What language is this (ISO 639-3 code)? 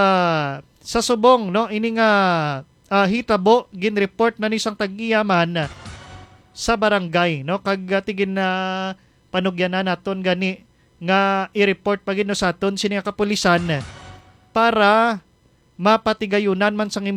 hil